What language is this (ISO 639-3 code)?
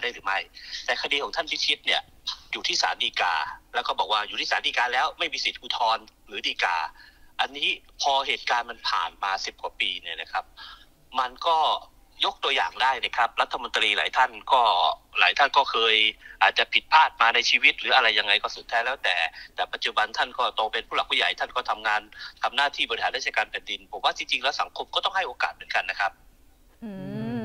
tha